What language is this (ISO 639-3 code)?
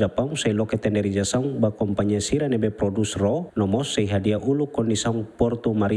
tet